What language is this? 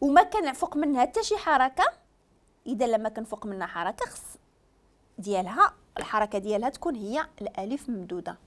Moroccan Arabic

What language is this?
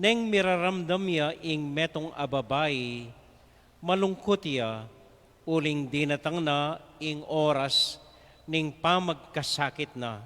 Pampanga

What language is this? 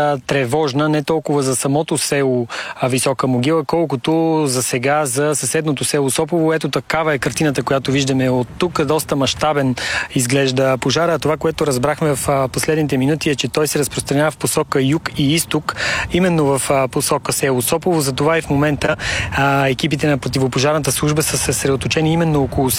Bulgarian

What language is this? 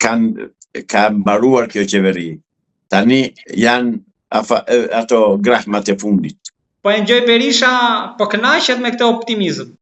Albanian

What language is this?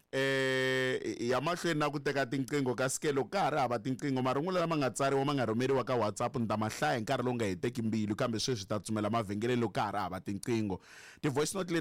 Tsonga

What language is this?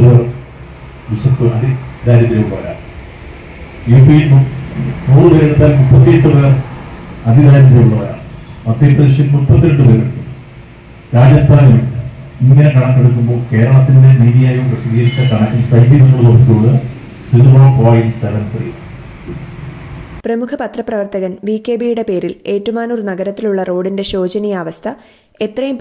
Malayalam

